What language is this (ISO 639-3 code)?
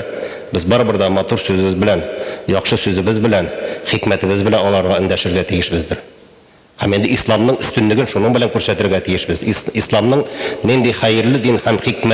tat